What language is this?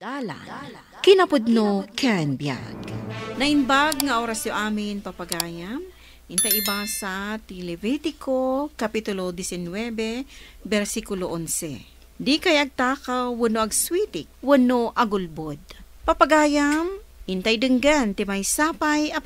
Iloko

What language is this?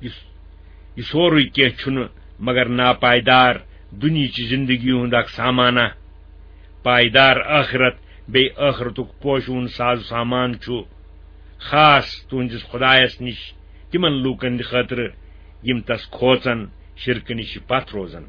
Kashmiri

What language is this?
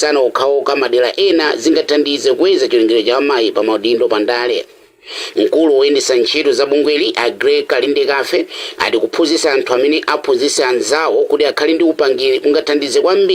Nyanja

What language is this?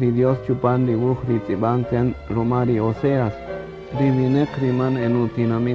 Kaqchikel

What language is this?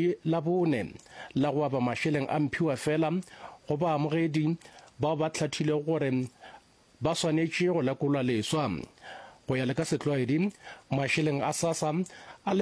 Northern Sotho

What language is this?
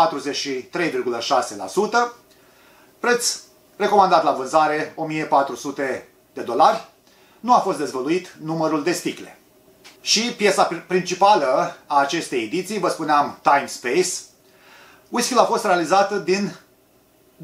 Romanian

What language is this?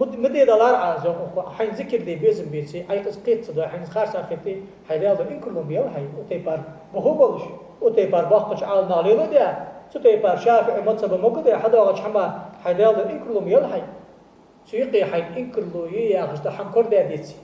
Ingush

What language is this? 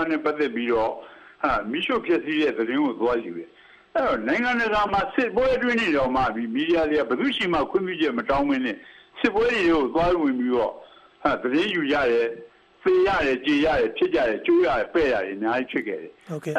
Burmese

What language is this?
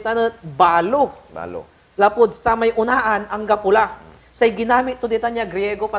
Pangasinan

